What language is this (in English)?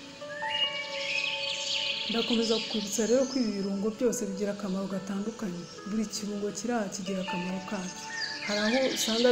Kinyarwanda